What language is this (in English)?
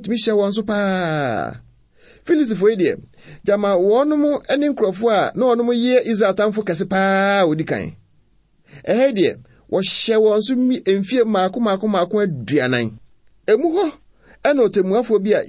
Akan